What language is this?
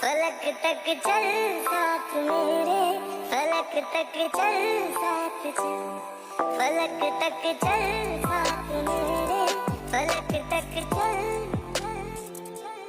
Chhattisgarhi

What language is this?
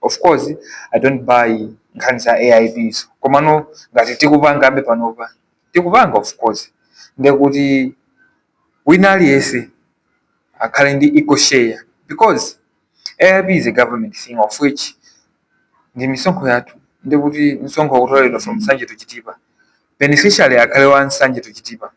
Nyanja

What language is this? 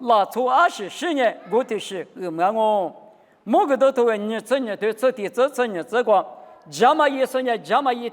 Lisu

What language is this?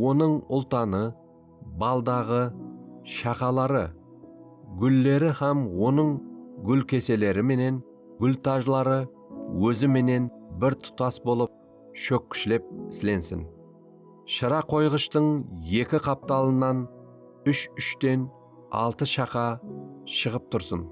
Kara-Kalpak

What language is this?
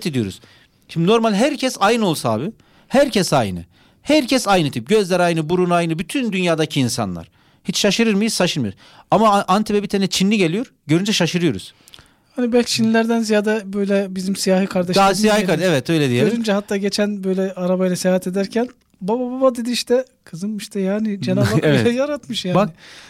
Turkish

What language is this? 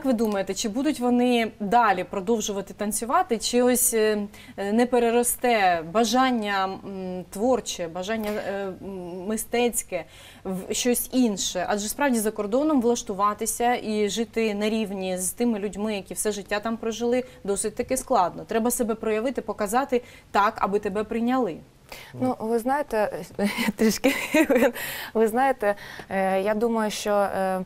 Ukrainian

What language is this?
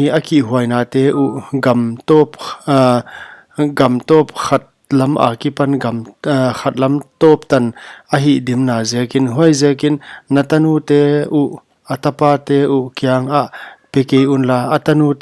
Paite Chin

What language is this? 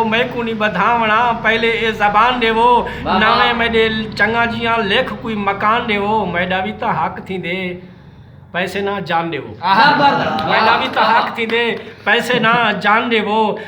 Saraiki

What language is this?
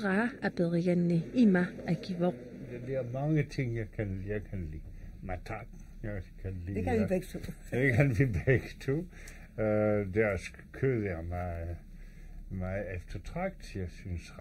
Kalaallisut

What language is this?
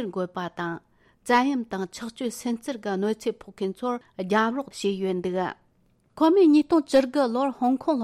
Tibetan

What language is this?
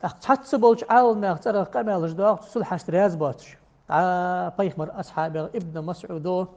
Ingush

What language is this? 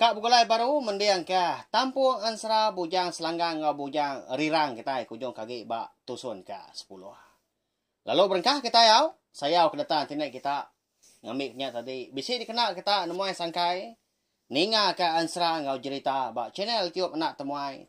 Iban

